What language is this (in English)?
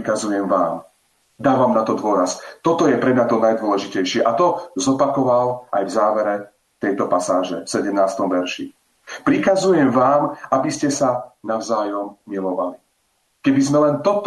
Slovak